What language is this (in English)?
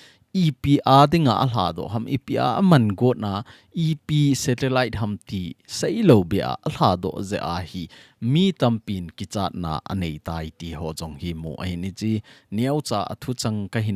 Thado Chin